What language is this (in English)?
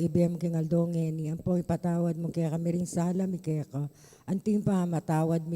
Pampanga